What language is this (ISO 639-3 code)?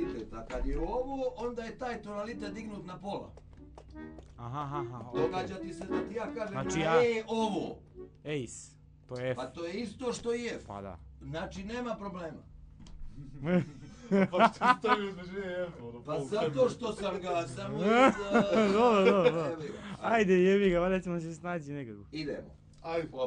bos